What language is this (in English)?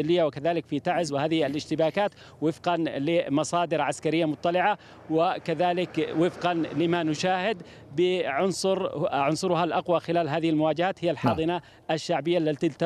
Arabic